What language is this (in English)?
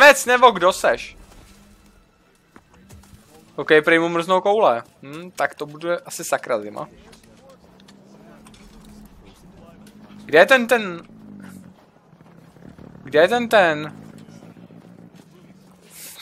Czech